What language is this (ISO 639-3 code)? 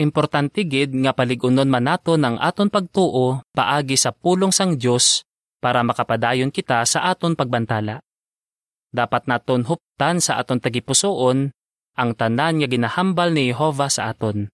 hil